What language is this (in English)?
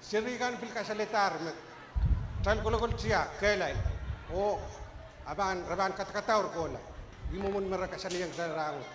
Pohnpeian